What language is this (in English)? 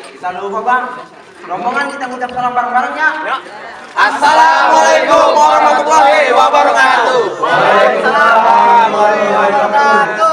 Betawi